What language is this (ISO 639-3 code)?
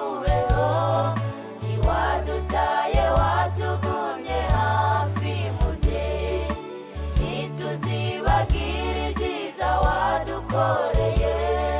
kin